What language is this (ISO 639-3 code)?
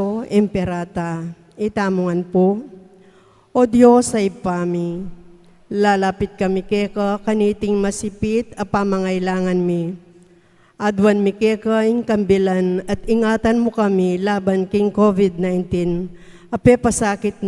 pam